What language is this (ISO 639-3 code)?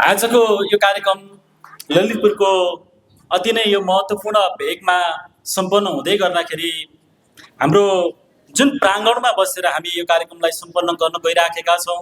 nep